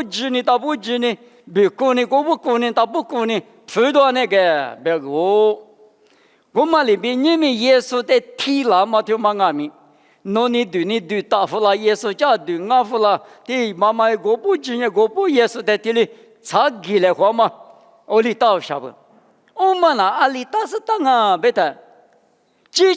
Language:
Lisu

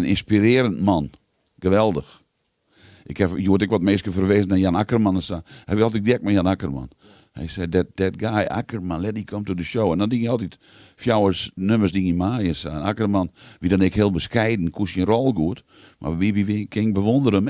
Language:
Western Frisian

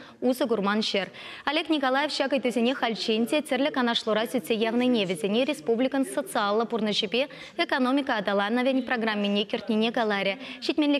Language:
Chuvash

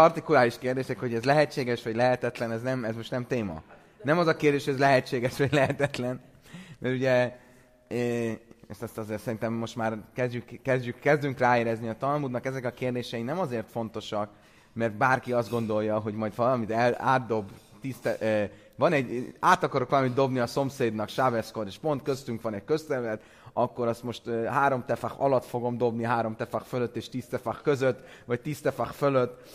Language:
Hungarian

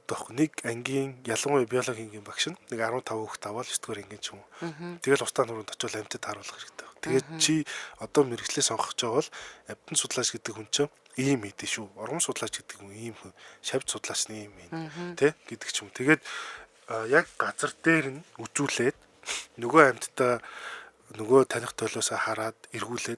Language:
Mongolian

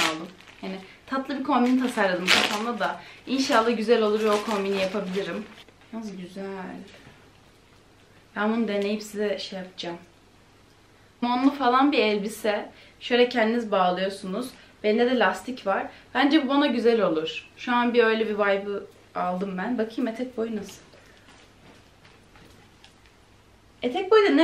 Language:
Turkish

